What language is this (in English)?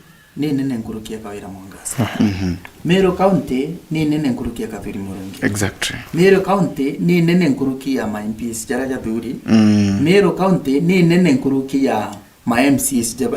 Meru